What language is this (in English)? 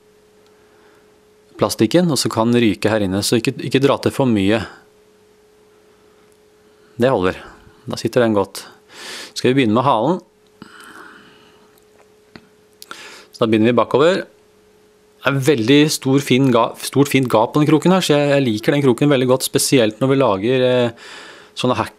Norwegian